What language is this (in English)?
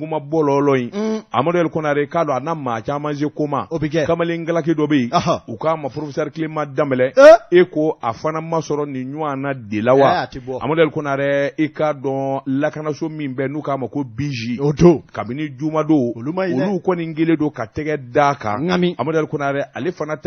Bambara